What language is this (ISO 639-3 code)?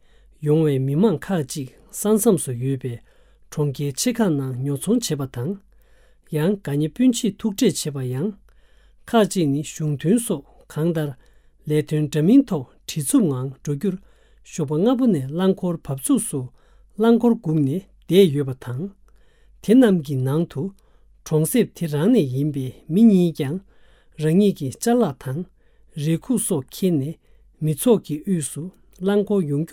bod